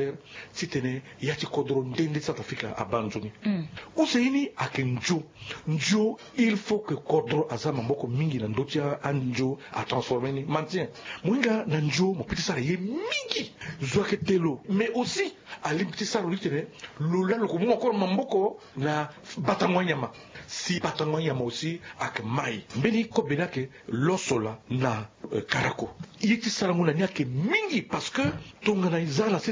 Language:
Sango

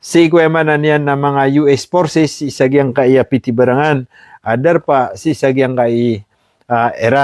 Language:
Maranao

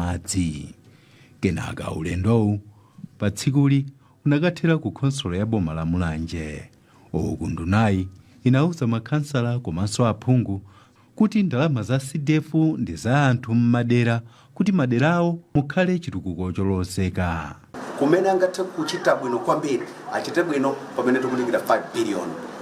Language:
Nyanja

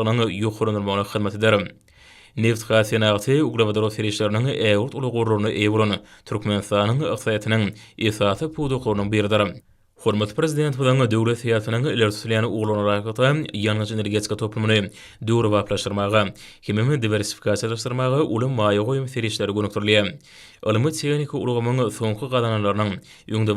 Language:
Turkmen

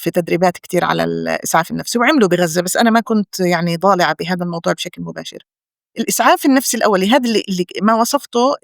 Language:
North Levantine Arabic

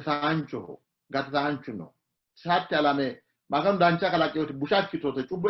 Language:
Sidamo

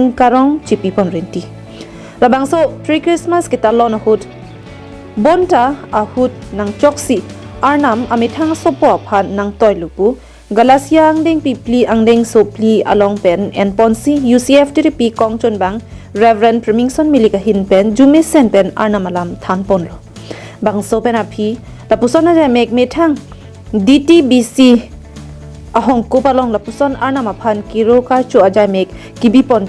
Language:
Karbi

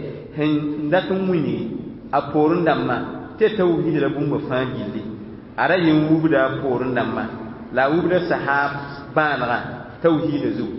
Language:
Mossi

